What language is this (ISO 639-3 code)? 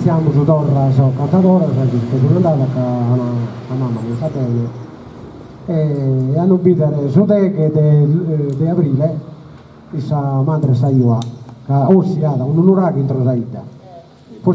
srd